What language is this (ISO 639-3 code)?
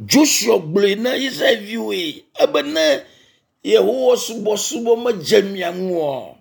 ewe